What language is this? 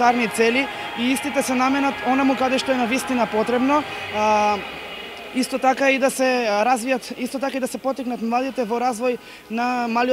Macedonian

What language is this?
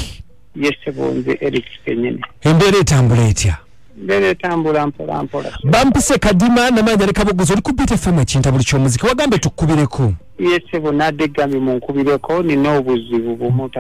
Ganda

